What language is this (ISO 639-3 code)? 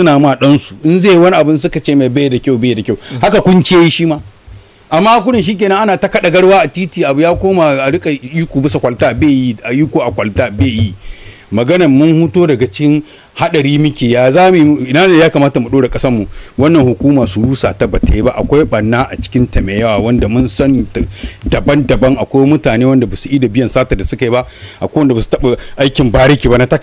hau